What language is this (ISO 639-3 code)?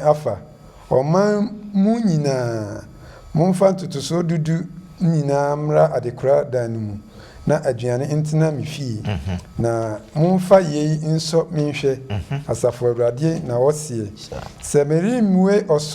aka